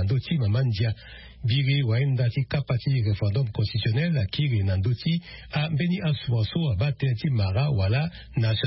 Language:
Sango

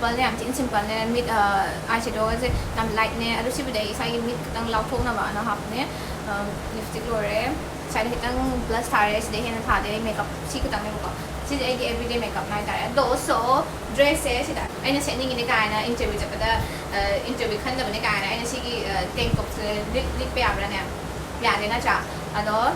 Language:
Manipuri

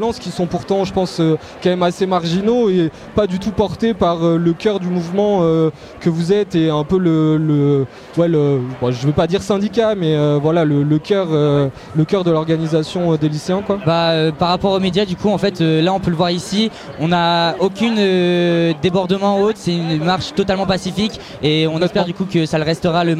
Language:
French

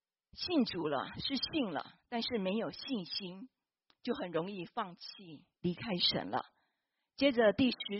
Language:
Chinese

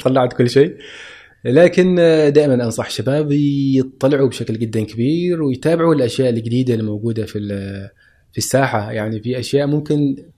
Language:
Gulf Arabic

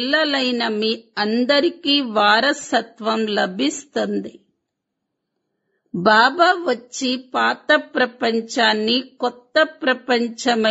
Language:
Telugu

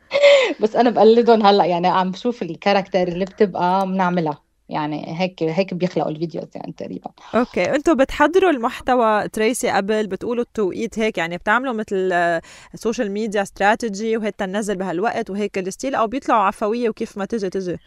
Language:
North Levantine Arabic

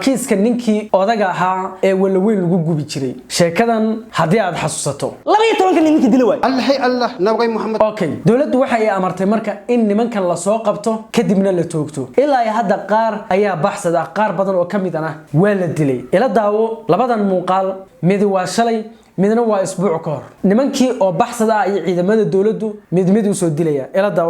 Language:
Somali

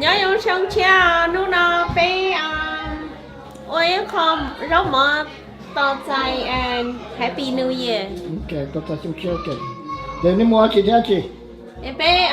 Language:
Hmong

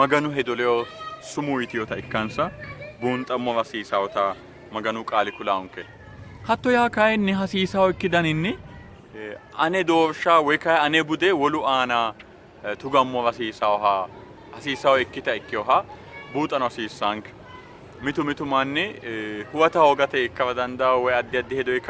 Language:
Sidamo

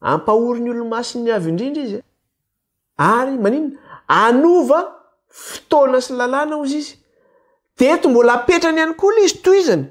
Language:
Malagasy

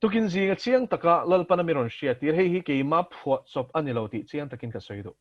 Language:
Mizo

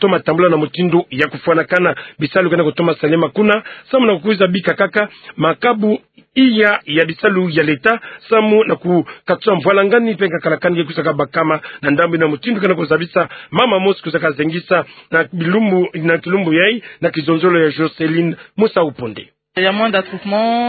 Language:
Kituba (Democratic Republic of Congo)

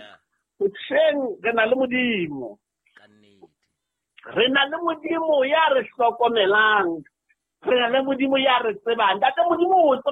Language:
Southern Sotho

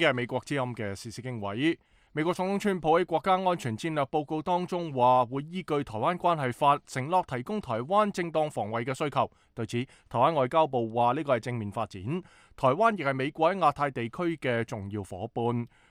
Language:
Cantonese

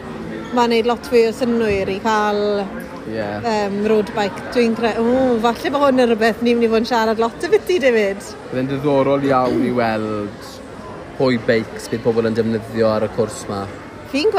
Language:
Welsh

